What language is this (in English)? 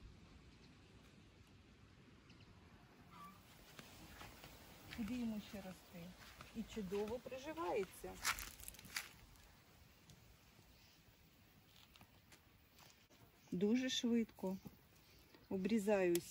Ukrainian